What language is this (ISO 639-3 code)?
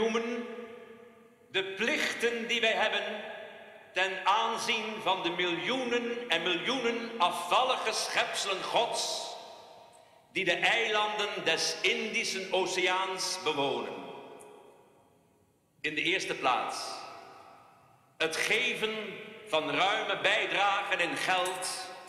nld